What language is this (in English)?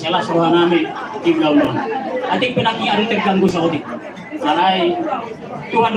Batak Toba